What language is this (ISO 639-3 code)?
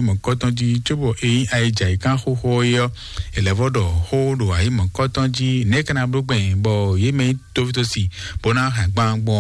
fon